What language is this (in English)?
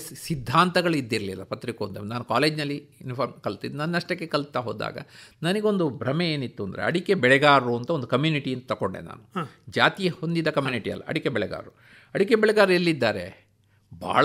Kannada